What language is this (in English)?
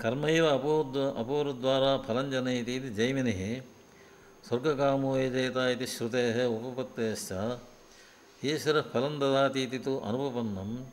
Sanskrit